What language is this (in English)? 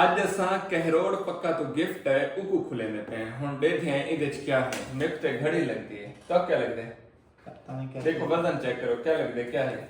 Saraiki